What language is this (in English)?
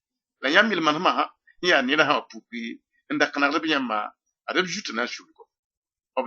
Mossi